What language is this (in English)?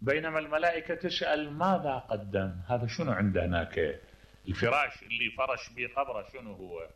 Mesopotamian Arabic